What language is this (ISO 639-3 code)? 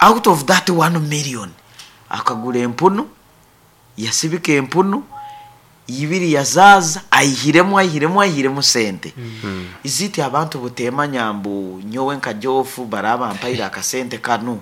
nyn